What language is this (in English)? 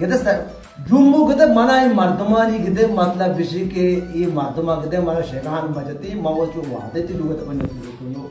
Baluchi